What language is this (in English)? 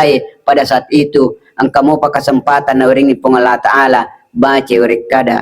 Buginese